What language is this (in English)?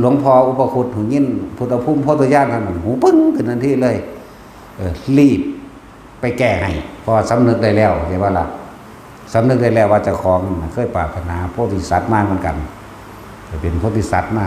Northeastern Thai